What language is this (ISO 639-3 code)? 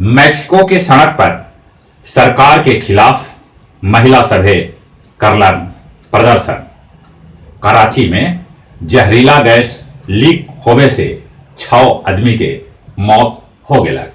mag